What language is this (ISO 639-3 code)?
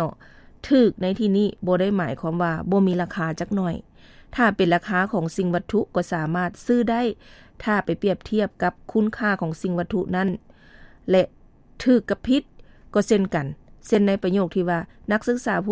lao